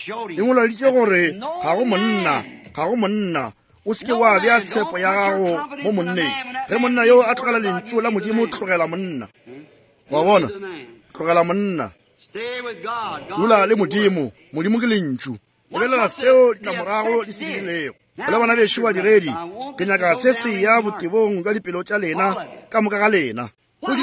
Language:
Northern Sotho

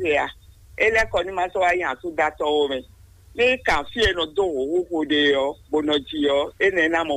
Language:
Fon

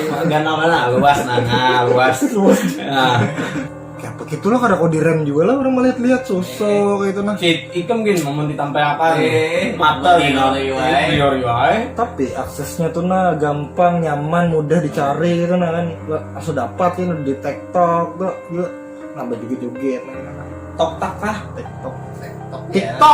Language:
Banjar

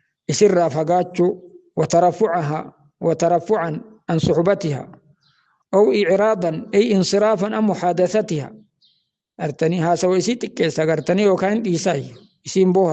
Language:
Oromo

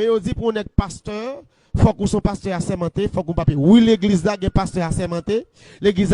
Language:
Haitian Creole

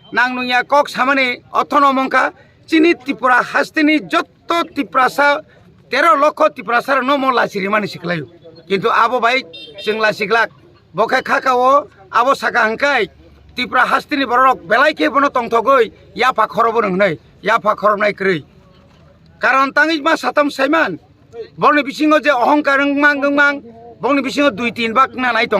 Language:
Kok Borok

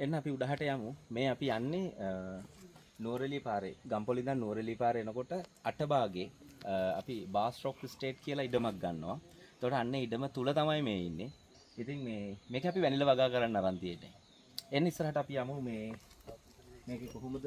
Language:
Sinhala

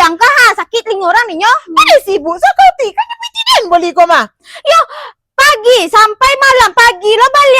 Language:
Minangkabau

